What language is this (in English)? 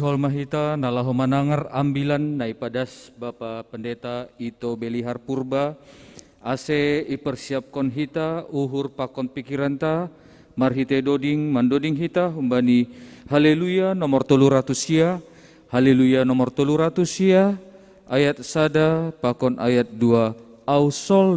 Batak Simalungun